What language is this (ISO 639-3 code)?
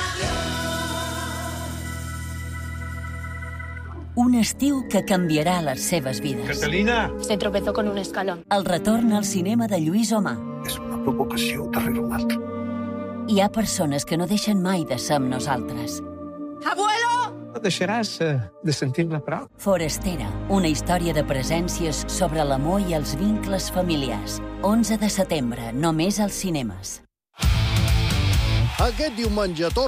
cat